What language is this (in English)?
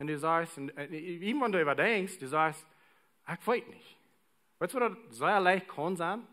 Plautdietsch